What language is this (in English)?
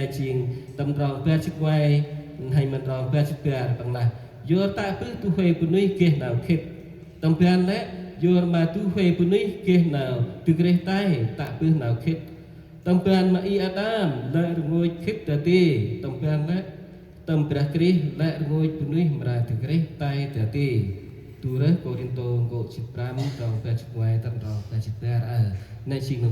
Central Mnong